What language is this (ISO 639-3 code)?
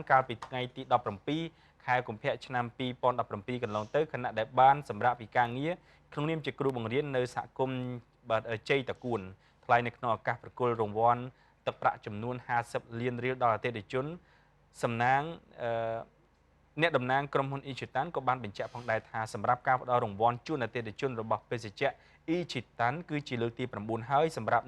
khm